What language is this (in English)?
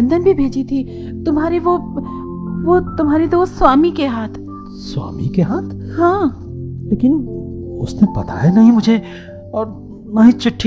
Hindi